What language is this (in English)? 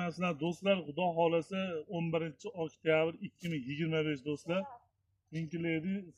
Uzbek